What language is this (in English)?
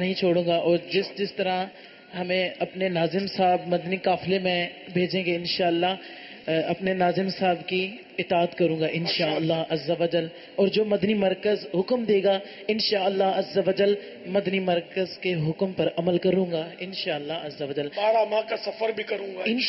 Urdu